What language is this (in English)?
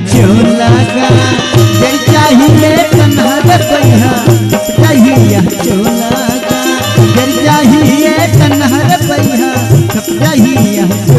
Chhattisgarhi